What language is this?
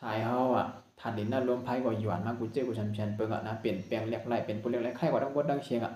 Shan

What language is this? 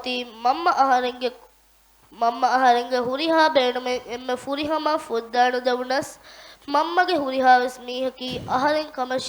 Divehi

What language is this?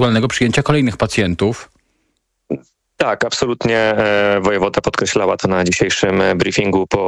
Polish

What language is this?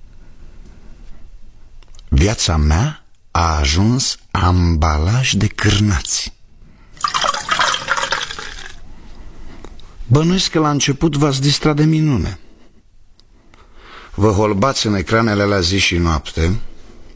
Romanian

